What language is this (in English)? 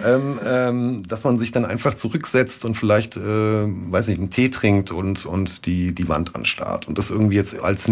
German